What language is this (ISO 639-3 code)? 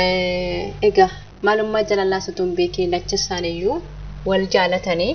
orm